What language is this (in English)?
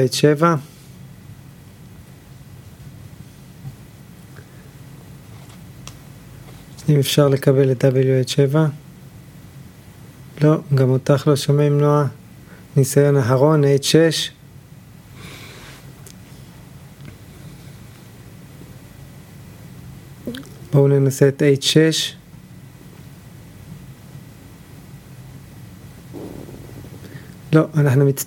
Hebrew